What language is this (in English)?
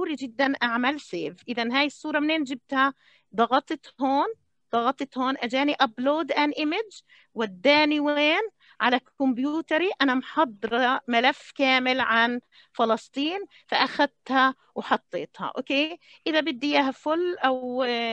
South Levantine Arabic